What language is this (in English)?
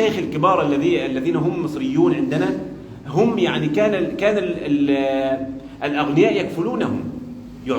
Pular